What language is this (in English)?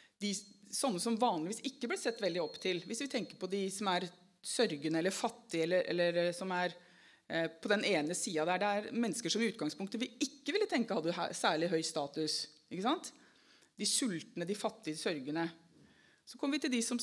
Norwegian